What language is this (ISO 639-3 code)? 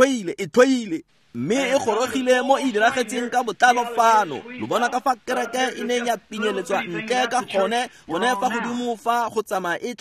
tsn